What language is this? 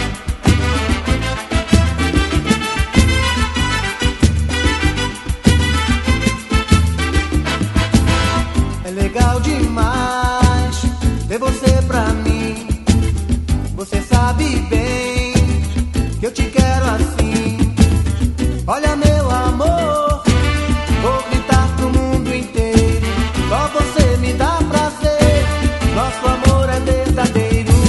Portuguese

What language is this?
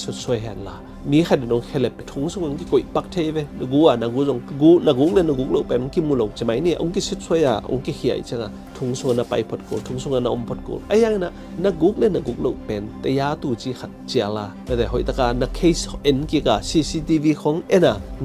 Tedim Chin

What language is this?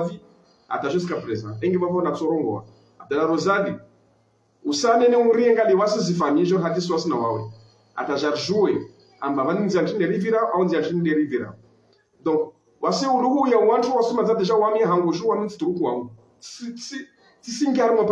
Ngazidja Comorian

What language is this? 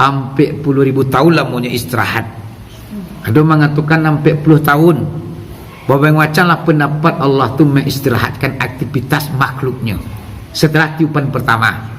Minangkabau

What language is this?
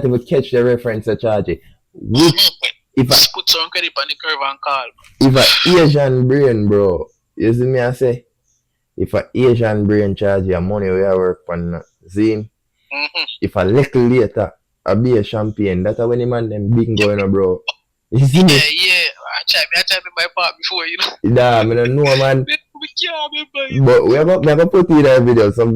Jamaican Creole English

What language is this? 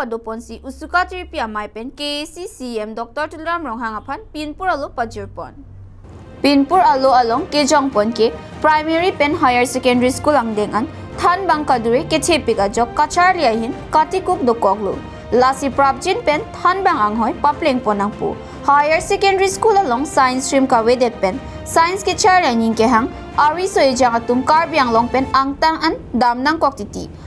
Karbi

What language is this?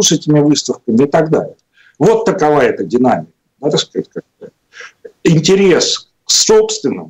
Russian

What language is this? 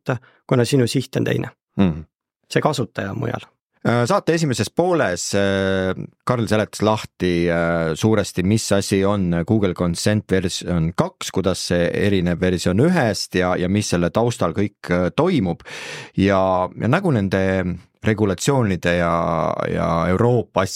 Estonian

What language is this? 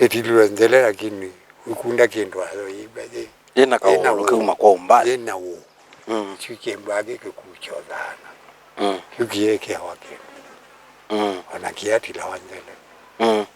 Kamba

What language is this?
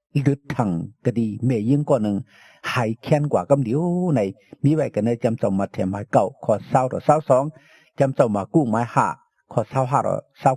Shan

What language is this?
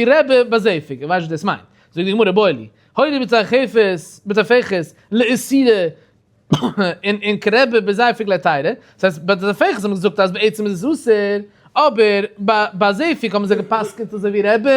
Yiddish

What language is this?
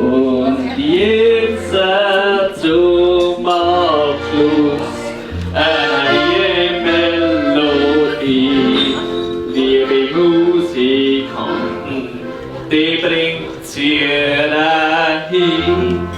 Bavarian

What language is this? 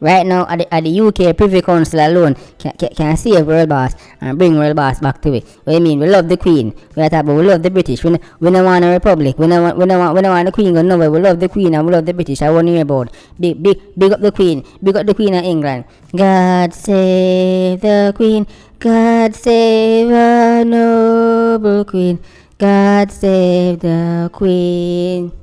Jamaican Creole English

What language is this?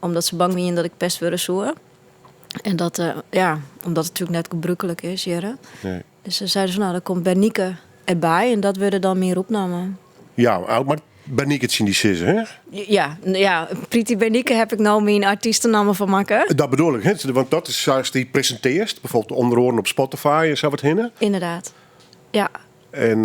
Western Frisian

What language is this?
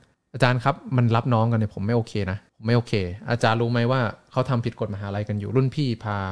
Thai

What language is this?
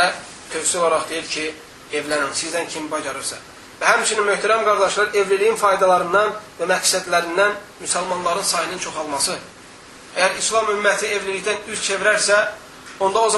Azerbaijani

